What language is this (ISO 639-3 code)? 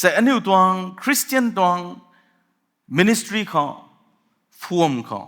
nbu